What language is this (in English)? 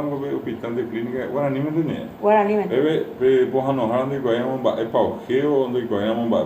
Guarani